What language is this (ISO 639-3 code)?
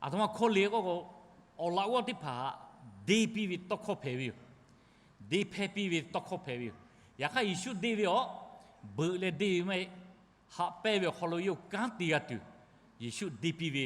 lhu